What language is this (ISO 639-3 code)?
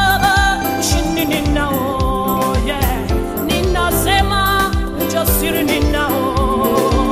swa